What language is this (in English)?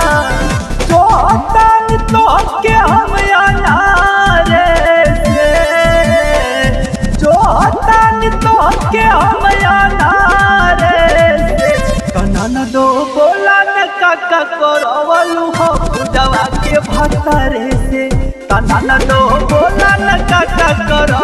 Bhojpuri